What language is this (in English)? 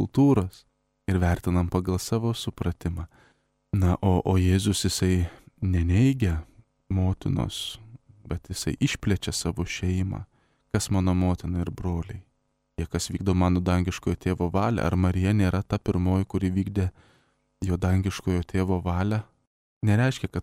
Lithuanian